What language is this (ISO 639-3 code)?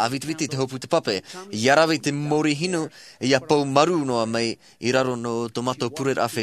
tah